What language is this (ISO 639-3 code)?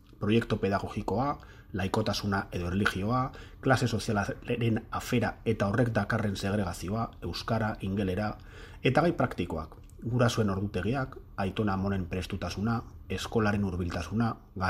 eus